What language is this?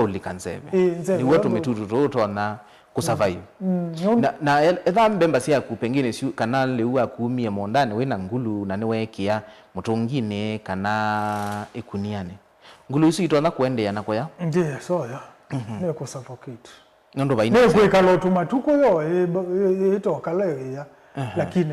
Kamba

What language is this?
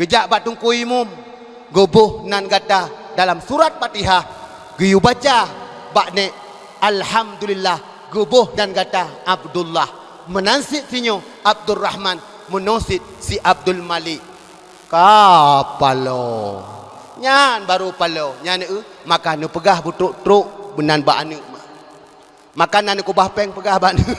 Achinese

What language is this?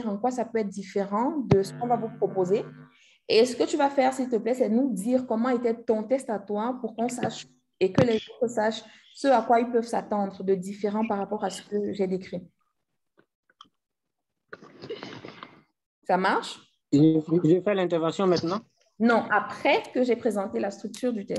French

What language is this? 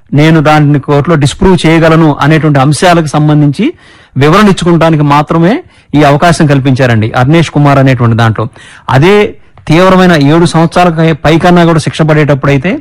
Telugu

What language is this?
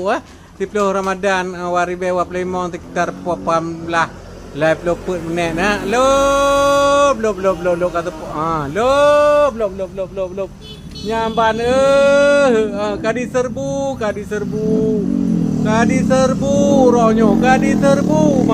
Achinese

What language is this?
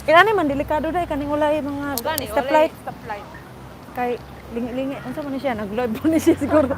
Cebuano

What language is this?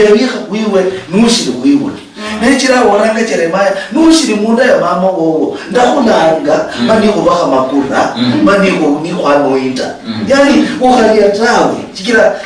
Luyia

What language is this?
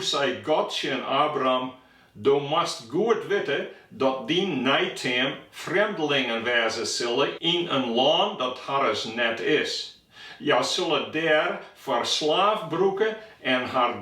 Western Frisian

